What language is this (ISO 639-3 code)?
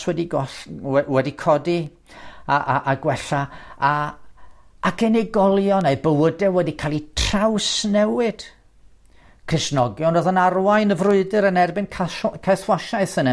cym